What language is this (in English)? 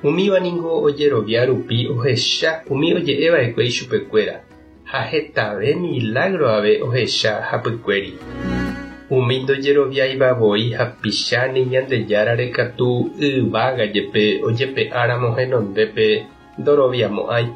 Guarani